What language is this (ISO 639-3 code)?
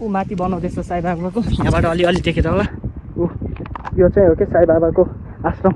nep